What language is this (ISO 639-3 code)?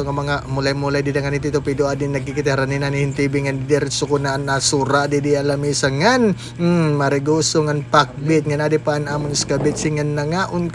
war